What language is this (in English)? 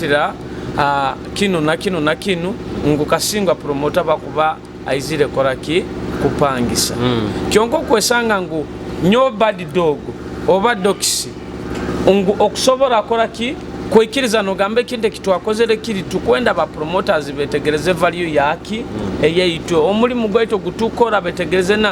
Nyoro